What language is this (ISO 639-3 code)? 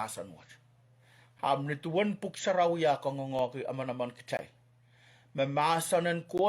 pon